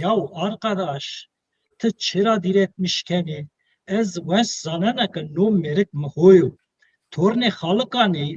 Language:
Zaza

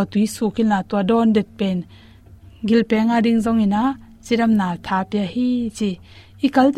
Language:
Tedim Chin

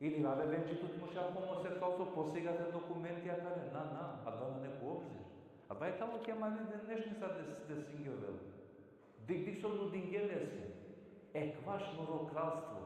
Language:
Balkan Romani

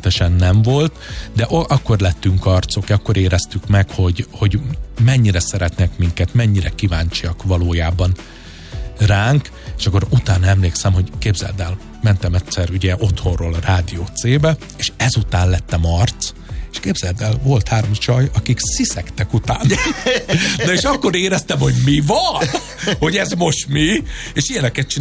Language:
Hungarian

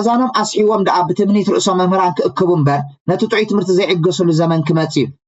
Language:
Tigrinya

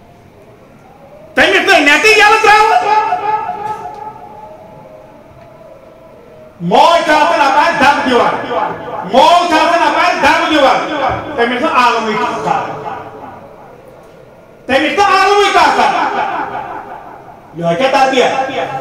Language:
Urdu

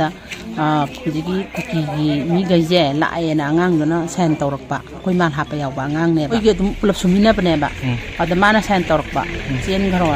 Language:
Manipuri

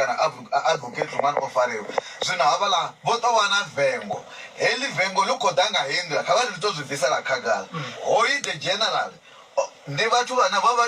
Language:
Venda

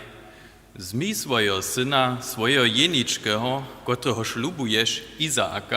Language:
Upper Sorbian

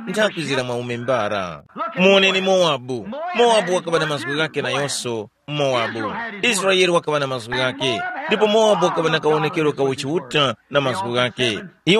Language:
Tumbuka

